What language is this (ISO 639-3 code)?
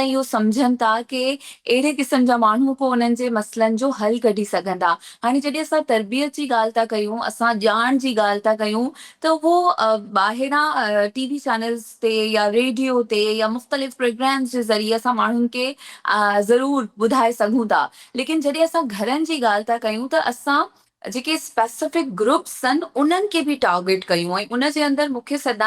snd